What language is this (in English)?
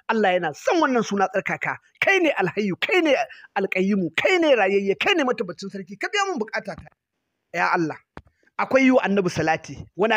Hausa